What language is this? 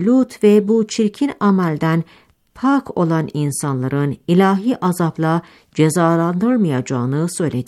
Turkish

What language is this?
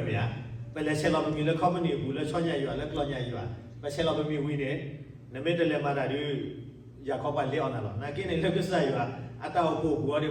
S'gaw Karen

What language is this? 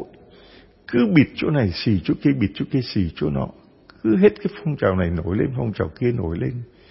Vietnamese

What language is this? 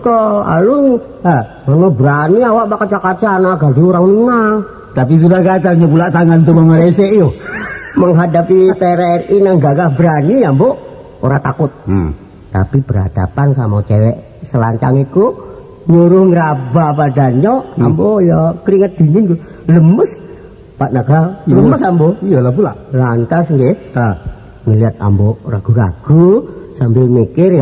Minangkabau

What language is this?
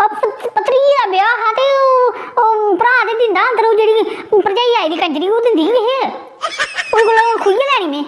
Dogri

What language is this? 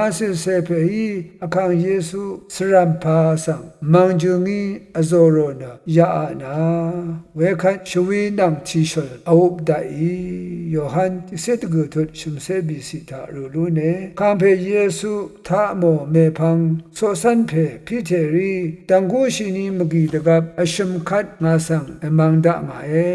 Rawang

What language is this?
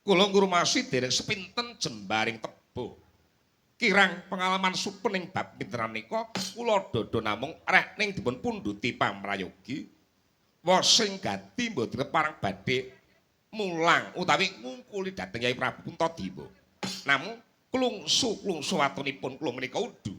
Javanese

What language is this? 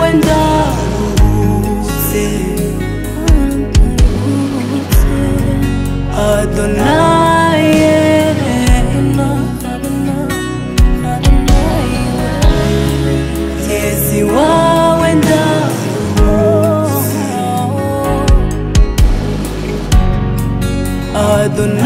Kinyarwanda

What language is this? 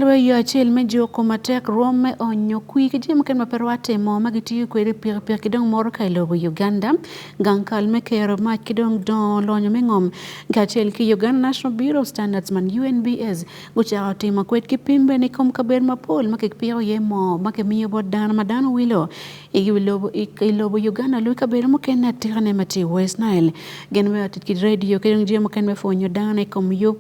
Acoli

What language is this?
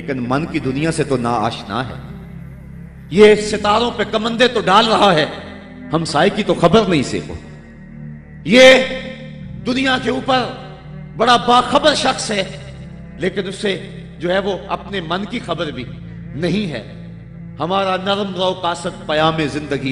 Urdu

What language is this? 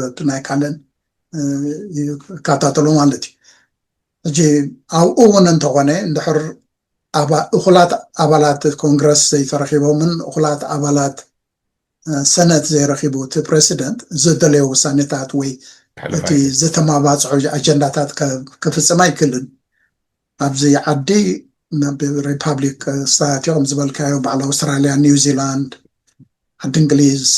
Tigrinya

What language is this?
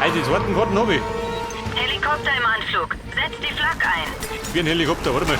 Bavarian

